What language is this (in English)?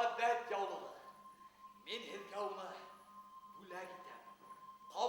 Bashkir